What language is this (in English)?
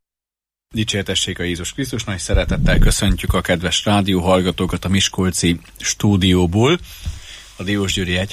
Hungarian